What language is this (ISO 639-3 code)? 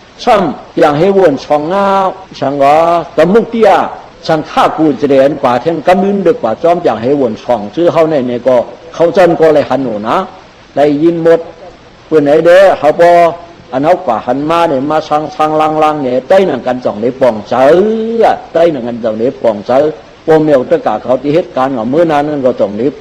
shn